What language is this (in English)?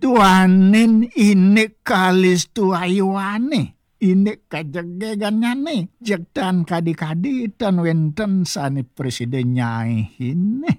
Balinese